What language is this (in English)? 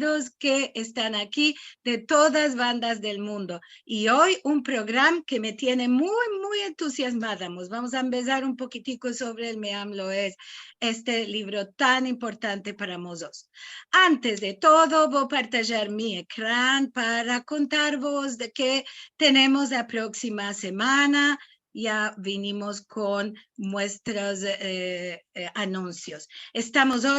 Ladino